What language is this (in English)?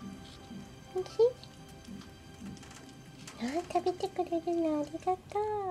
Japanese